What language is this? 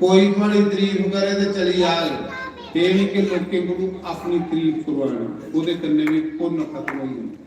Dogri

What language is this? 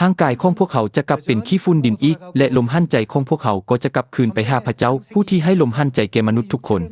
Lao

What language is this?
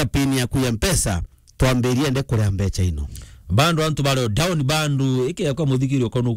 Meru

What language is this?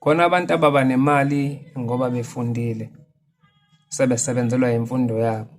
Zulu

